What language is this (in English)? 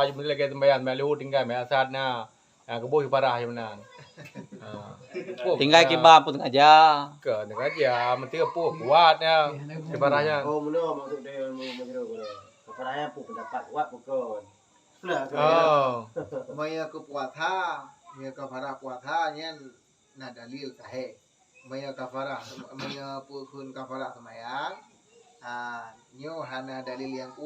Achinese